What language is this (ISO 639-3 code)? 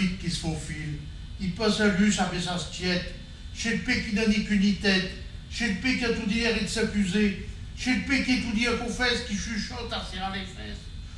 pcd